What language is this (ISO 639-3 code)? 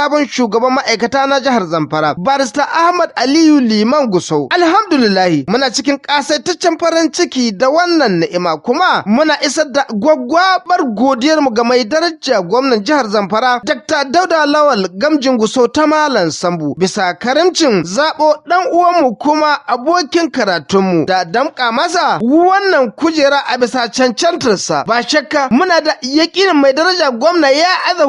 hau